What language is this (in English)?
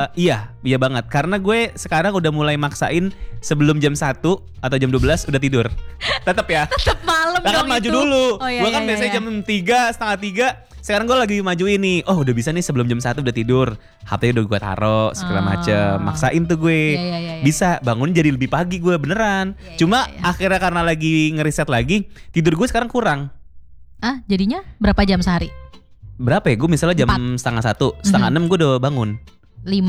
Indonesian